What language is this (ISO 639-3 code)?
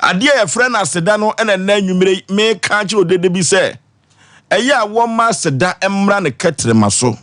aka